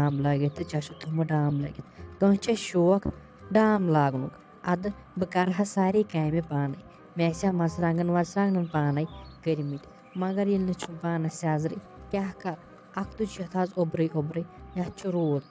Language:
Kashmiri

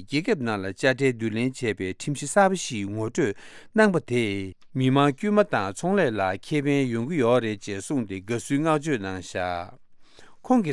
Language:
Tibetan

